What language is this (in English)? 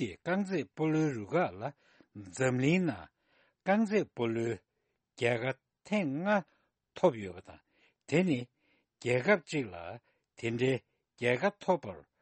Tibetan